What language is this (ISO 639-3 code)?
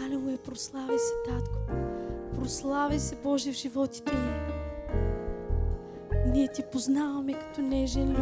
bul